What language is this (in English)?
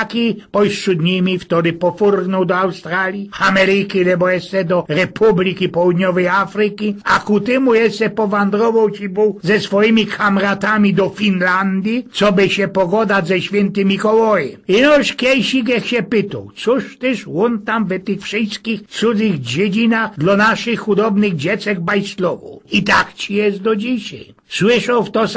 Silesian